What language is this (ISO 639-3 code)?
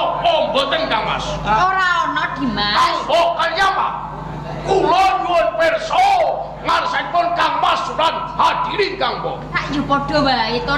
jav